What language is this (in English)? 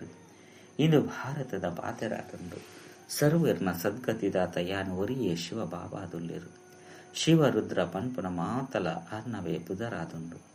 Tulu